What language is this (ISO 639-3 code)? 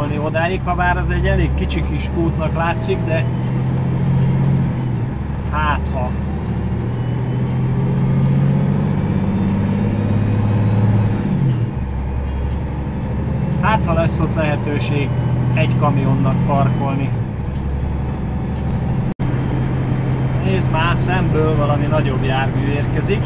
hun